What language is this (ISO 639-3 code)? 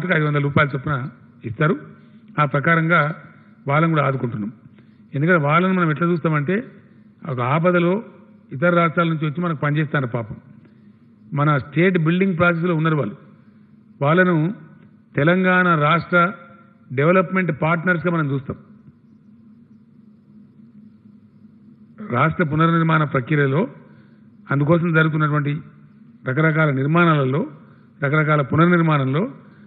tel